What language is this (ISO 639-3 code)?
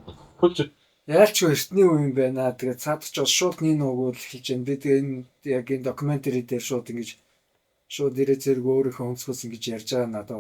mon